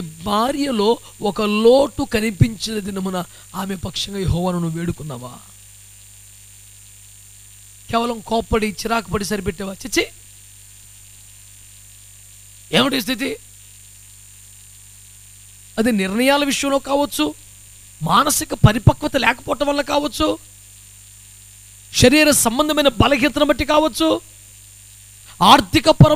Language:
Telugu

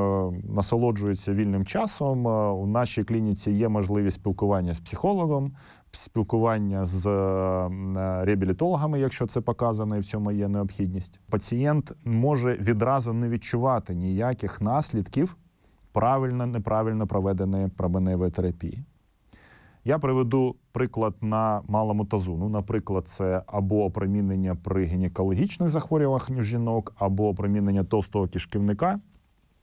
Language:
Ukrainian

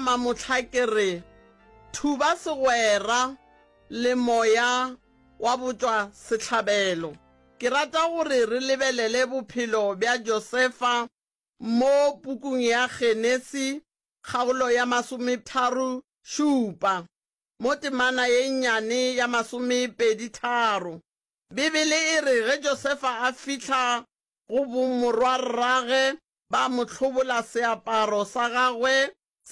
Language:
Northern Sotho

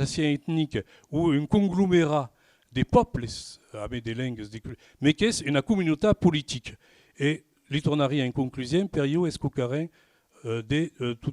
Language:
Occitan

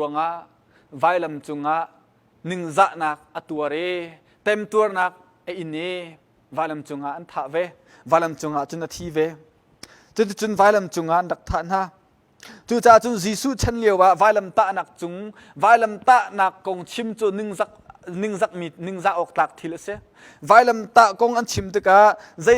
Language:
Hakha Chin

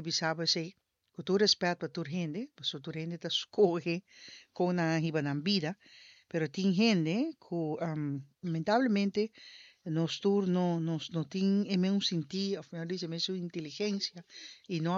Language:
Papiamento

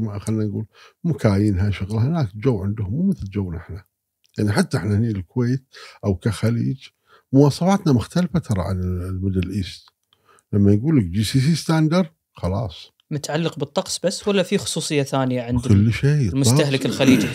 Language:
Gulf Arabic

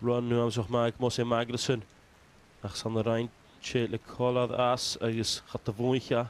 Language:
Welsh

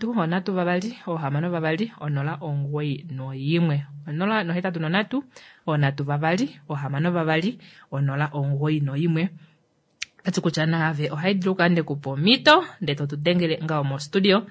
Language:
Kuanyama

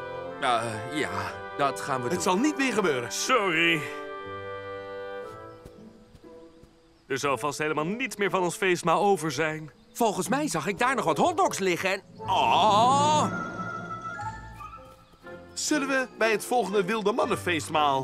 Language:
Dutch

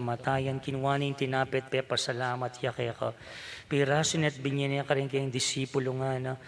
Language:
Pampanga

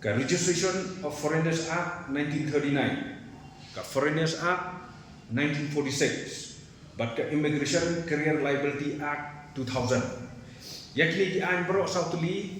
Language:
Khasi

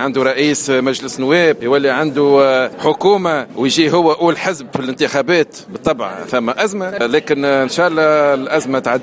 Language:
Tunisian Arabic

